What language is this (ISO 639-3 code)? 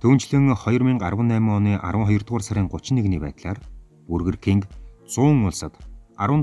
mon